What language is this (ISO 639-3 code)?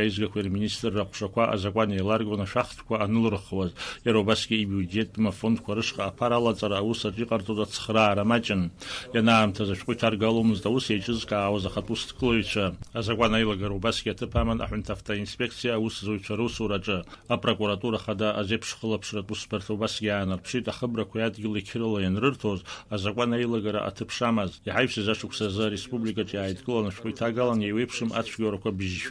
abk